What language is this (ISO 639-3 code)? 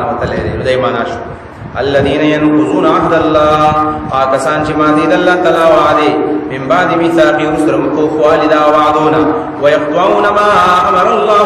pus